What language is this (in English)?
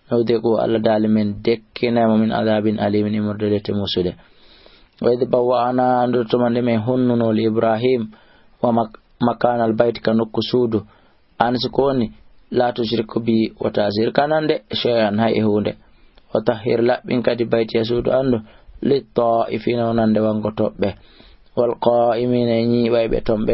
Fula